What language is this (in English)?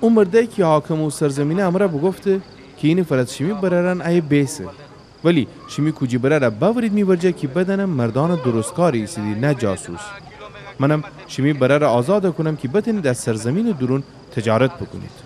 Gilaki